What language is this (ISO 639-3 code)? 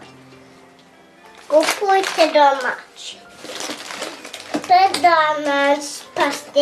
bos